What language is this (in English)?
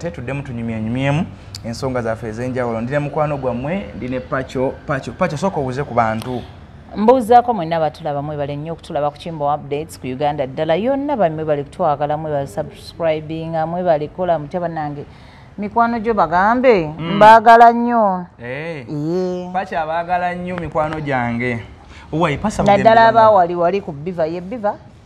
Ganda